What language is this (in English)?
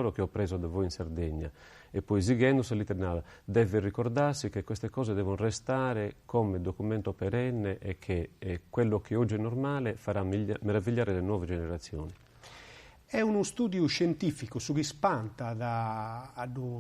Sardinian